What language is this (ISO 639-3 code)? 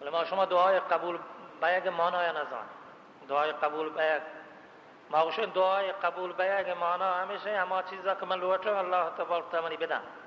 bal